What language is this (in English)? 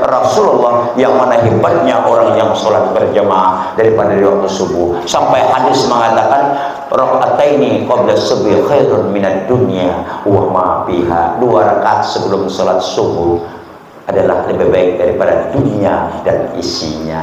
Banjar